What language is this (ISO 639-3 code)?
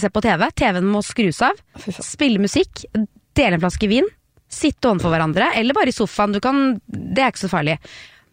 nor